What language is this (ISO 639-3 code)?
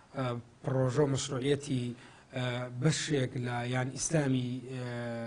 ckb